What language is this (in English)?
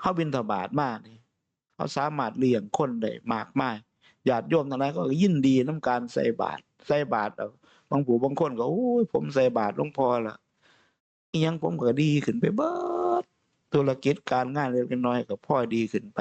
Northeastern Thai